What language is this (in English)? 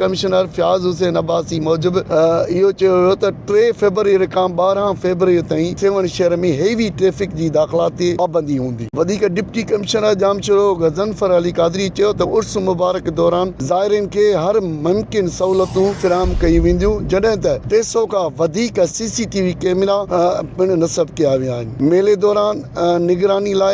Sindhi